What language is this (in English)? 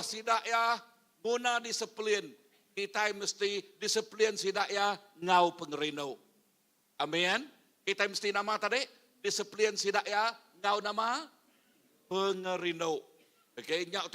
Iban